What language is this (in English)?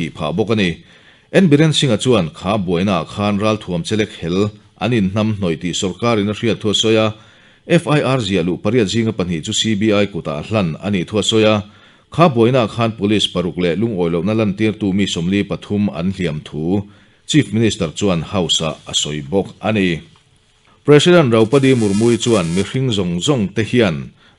Mizo